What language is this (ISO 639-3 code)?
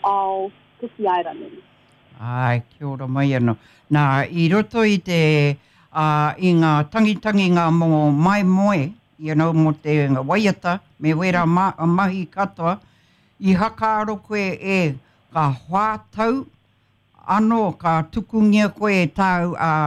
mri